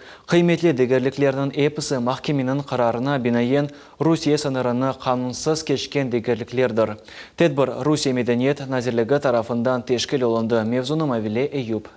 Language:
Crimean Tatar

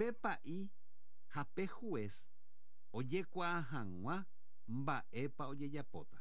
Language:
Guarani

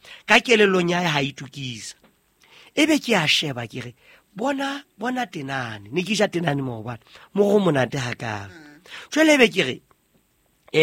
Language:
Southern Sotho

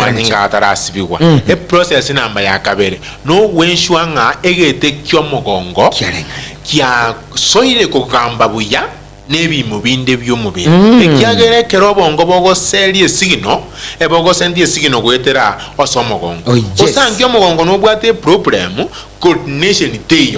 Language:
Gusii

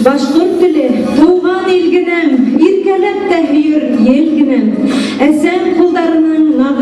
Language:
Bashkir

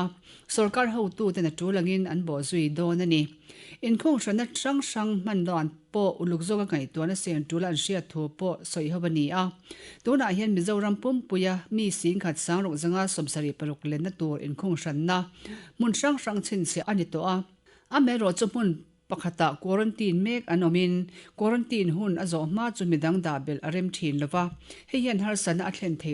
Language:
Mizo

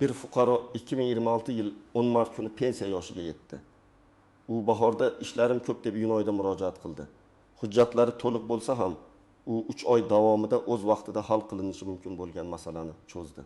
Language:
Uzbek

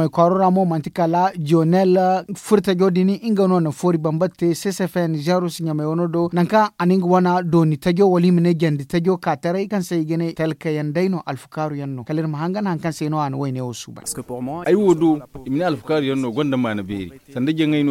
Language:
Zarma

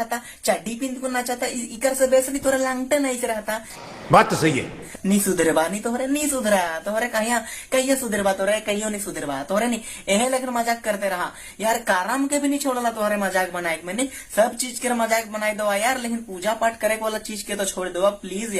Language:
Sadri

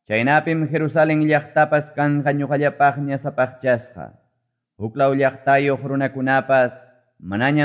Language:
Quechua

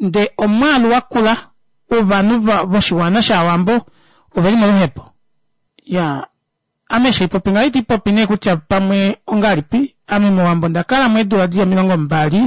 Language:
Kuanyama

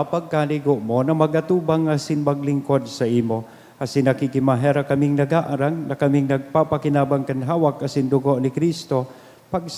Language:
Bikol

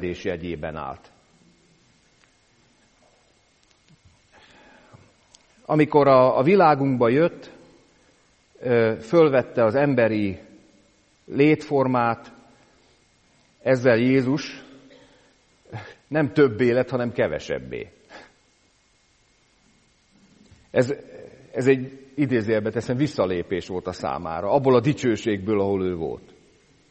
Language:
Hungarian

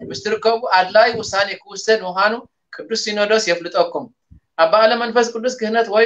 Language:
Tigrinya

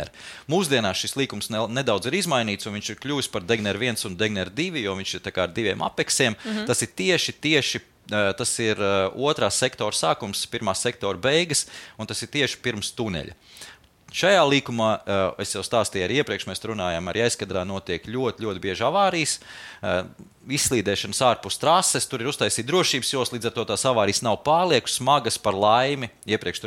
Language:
Latvian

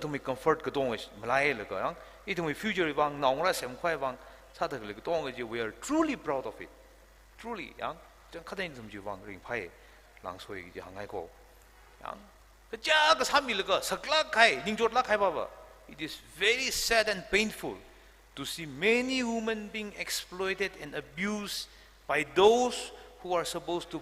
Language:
Tangkhul Naga (India)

